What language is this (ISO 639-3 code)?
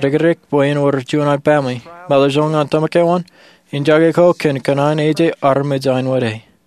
mah